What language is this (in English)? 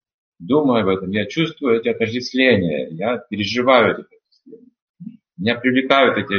Russian